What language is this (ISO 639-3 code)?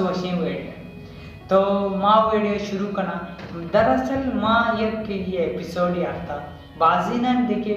bal